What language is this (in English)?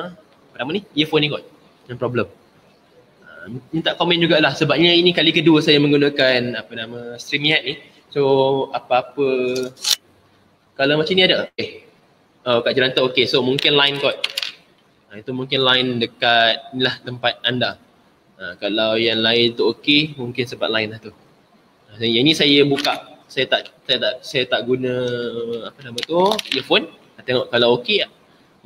Malay